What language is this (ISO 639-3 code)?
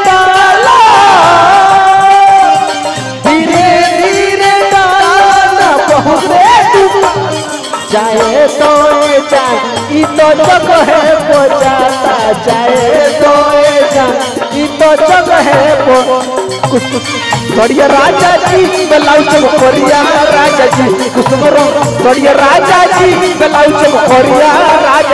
bho